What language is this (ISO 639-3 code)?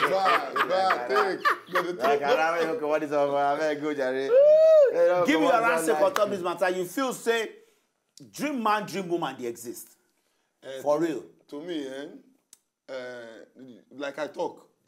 pcm